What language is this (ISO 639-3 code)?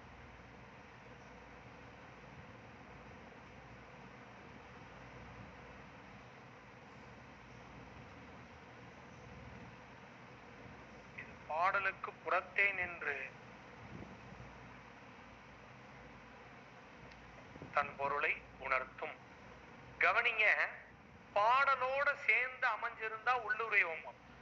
tam